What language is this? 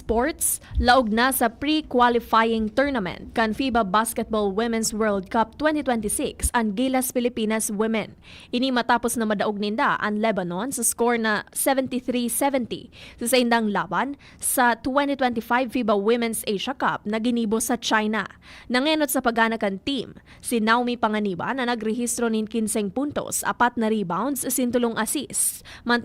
Bikol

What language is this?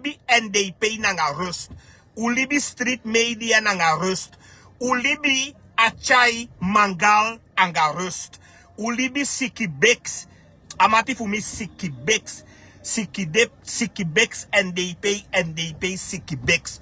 Sranan Tongo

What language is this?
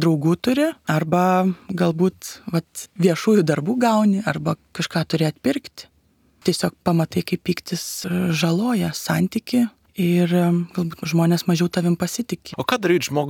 Lithuanian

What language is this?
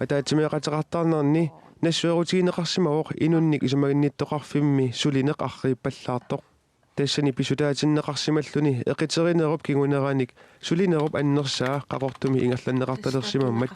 Kalaallisut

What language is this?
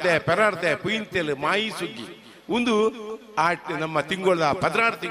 Tulu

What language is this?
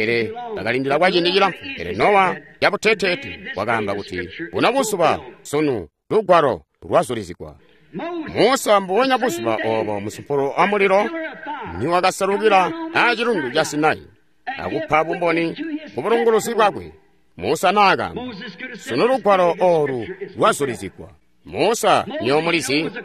Tonga (Zambia)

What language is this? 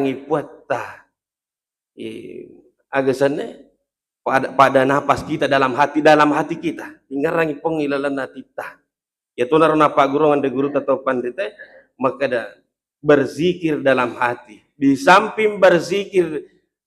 Buginese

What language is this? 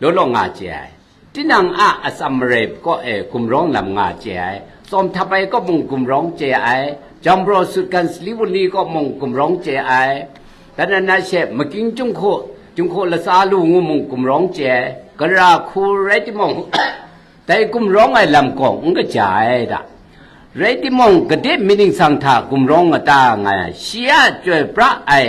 Kachin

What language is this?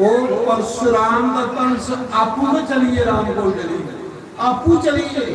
Dogri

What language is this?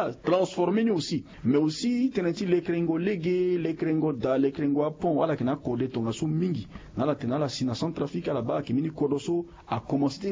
Sango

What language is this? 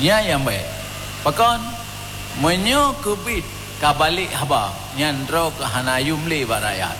Achinese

